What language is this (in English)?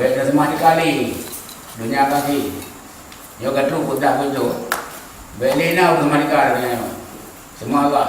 Achinese